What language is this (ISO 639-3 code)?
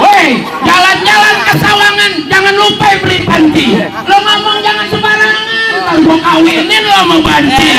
bew